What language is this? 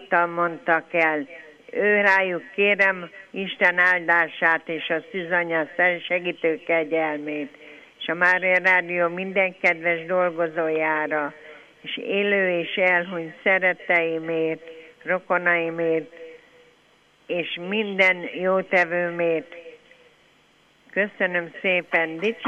Hungarian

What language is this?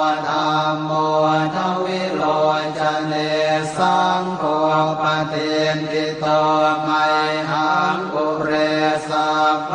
Pali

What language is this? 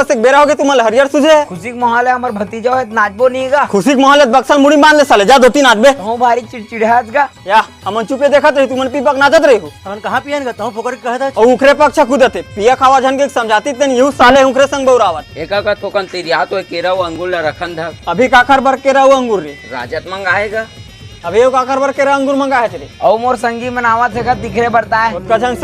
Chhattisgarhi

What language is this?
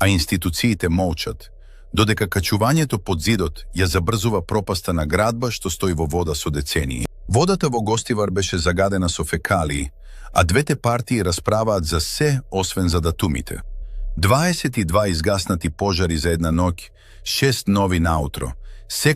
Macedonian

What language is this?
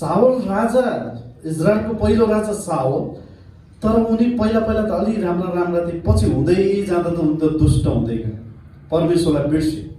Nepali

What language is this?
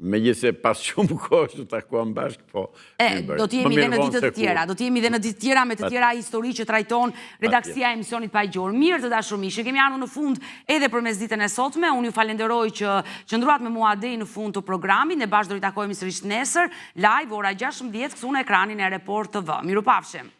Albanian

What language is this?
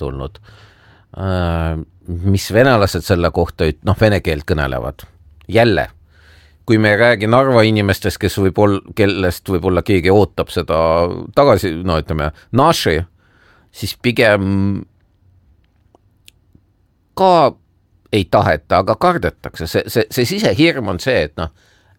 Estonian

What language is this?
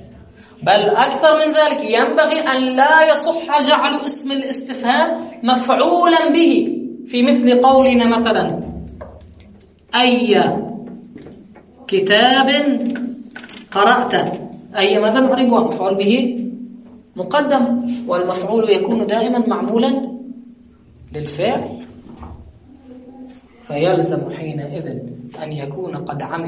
Arabic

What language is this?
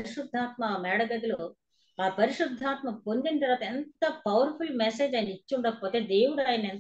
Telugu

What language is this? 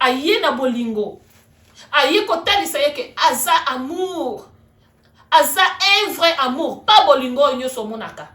Lingala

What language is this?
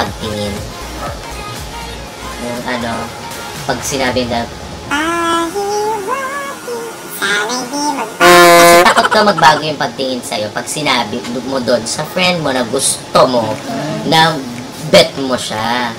Filipino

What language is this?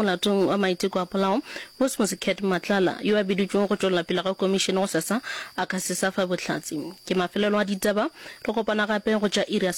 Northern Sotho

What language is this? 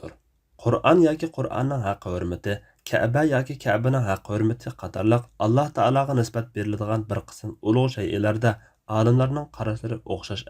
Uyghur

